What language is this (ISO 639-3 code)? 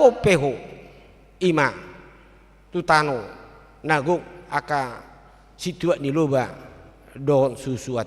bbc